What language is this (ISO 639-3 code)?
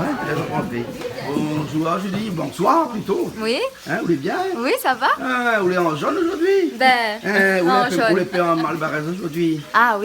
rcf